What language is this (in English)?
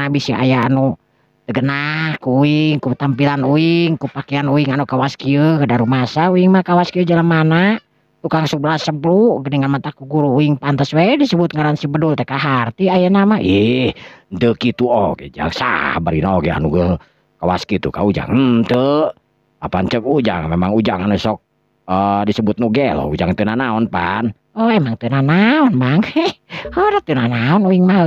Sundanese